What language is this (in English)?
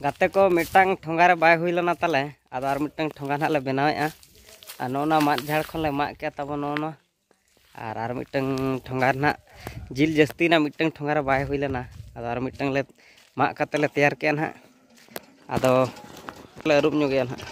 Santali